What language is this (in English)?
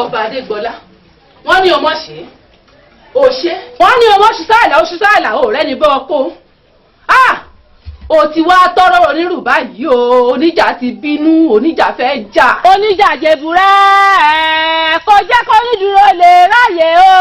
Yoruba